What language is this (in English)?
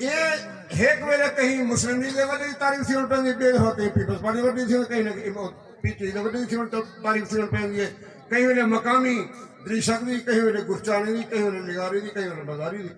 Saraiki